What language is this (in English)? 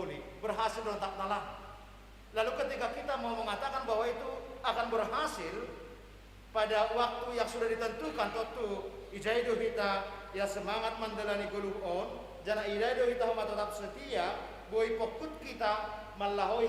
Batak Simalungun